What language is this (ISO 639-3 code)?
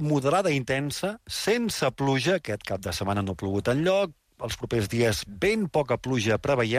cat